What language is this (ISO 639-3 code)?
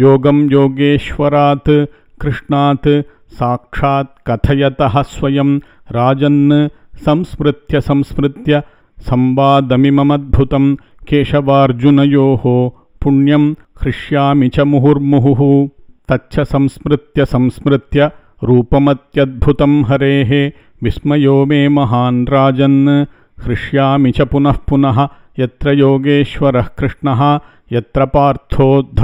san